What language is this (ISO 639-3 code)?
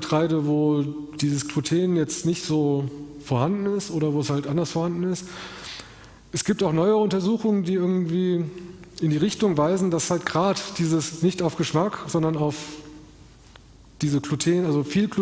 deu